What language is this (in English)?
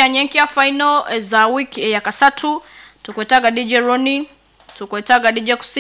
Nyoro